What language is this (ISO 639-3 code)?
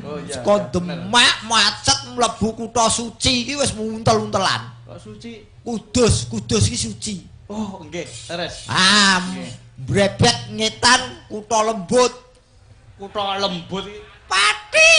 jav